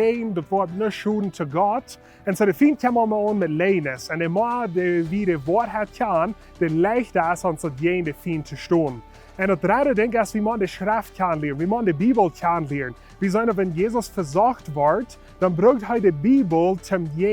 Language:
Plautdietsch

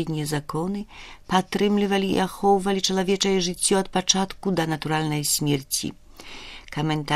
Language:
Belarusian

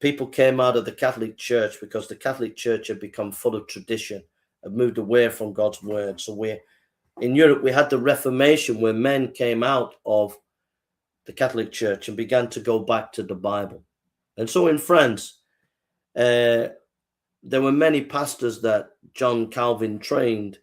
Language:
English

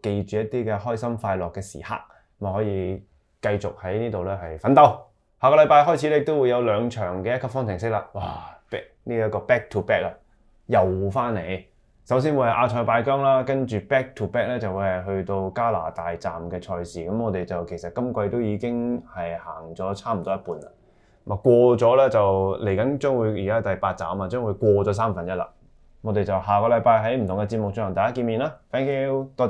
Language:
Cantonese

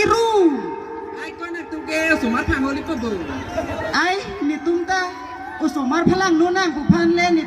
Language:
Karbi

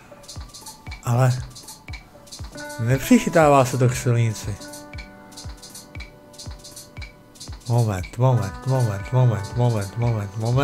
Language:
Czech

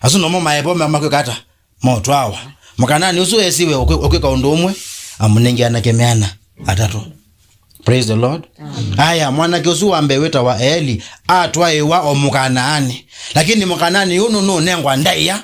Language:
Kamba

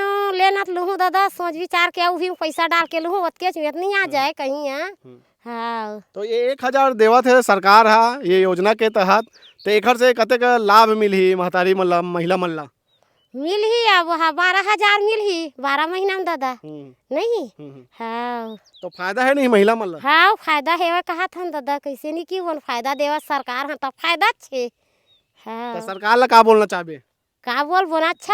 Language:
Chhattisgarhi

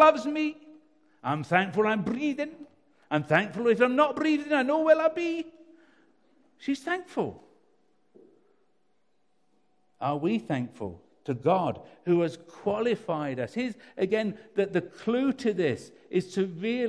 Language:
English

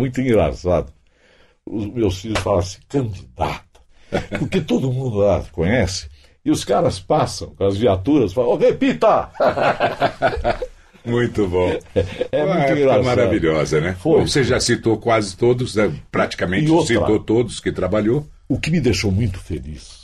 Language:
Portuguese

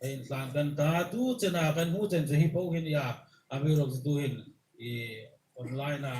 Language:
Hmar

